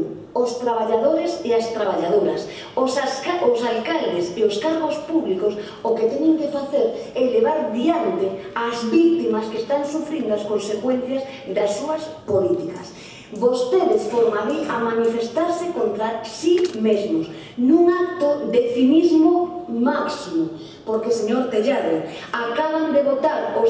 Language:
Galician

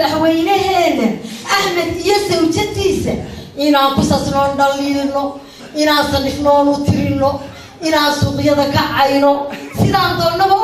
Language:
Somali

